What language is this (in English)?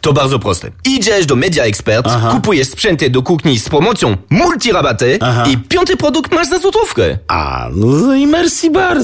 Polish